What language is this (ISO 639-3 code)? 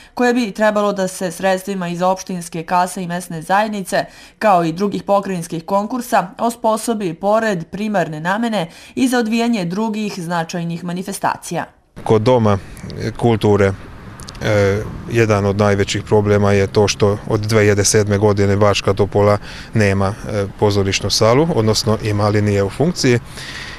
srp